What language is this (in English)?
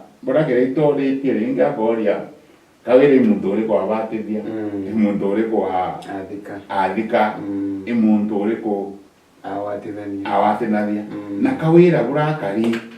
Meru